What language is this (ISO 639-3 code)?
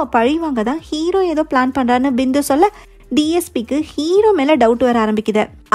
tam